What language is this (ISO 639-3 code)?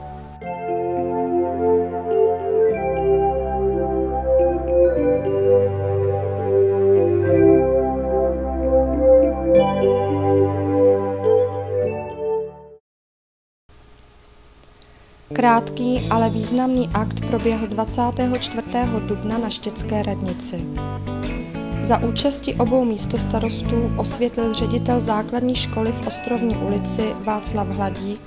ces